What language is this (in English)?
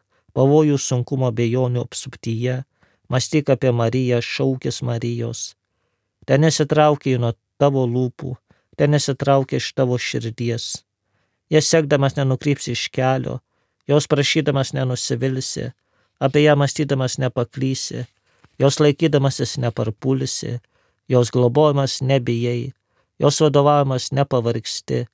Lithuanian